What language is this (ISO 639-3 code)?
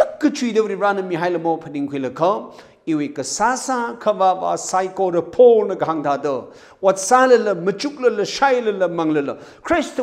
nmf